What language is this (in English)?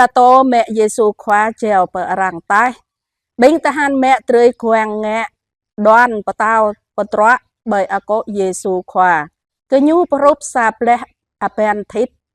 Jarai